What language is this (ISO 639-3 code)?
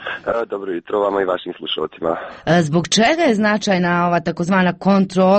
hrv